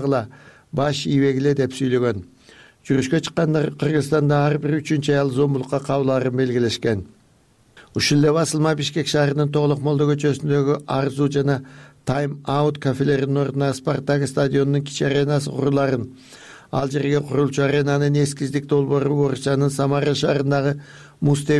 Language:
Kyrgyz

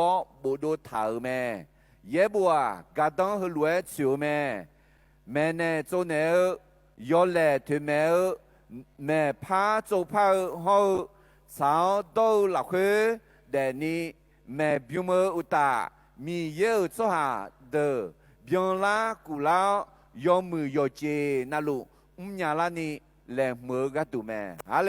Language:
Akha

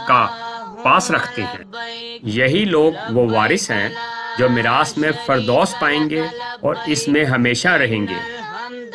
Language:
Urdu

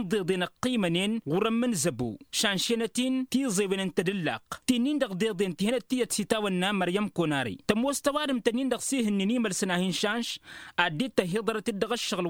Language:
Tamasheq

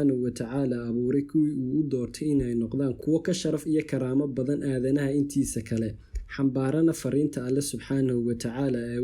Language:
Somali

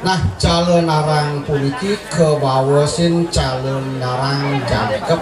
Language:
Balinese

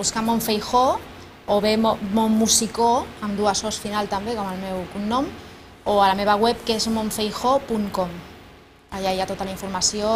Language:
Catalan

